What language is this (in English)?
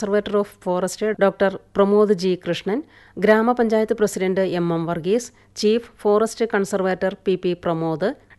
Malayalam